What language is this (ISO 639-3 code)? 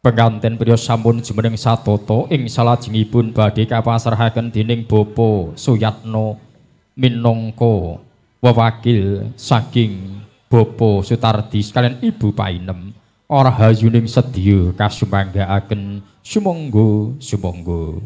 jav